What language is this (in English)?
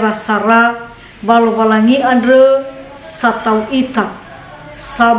Nias